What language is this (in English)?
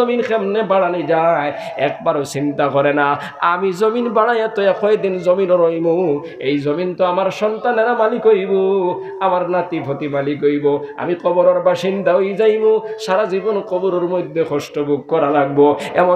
Sylheti